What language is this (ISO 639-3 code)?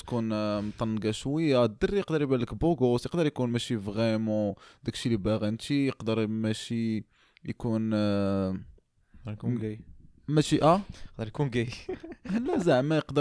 ary